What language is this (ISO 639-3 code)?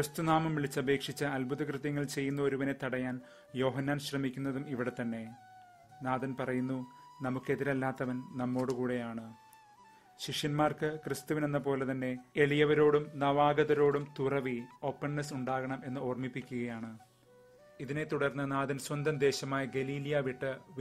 mal